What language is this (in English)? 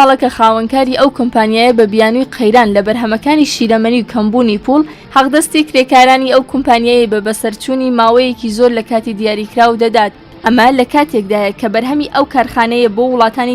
Central Kurdish